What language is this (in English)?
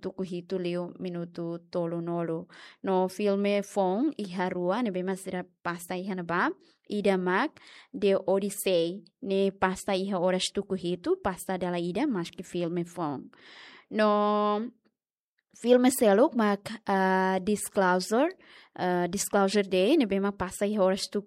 Tetum